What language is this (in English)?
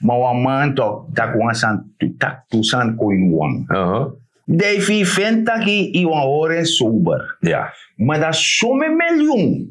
Sranan Tongo